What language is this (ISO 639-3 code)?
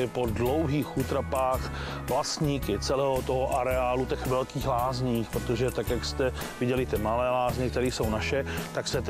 ces